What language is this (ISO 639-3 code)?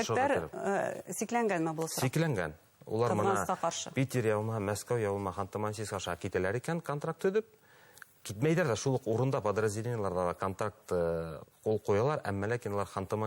bak